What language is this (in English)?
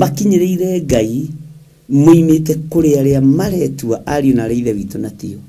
Kikuyu